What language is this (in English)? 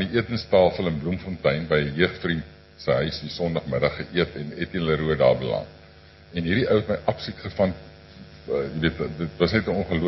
Afrikaans